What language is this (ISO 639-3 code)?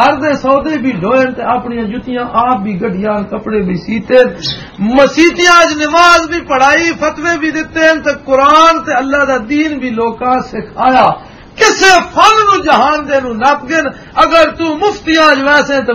lah